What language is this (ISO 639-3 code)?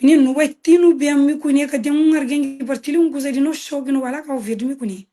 kea